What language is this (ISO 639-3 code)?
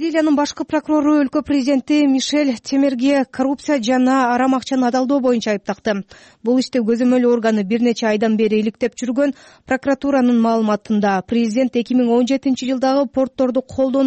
kir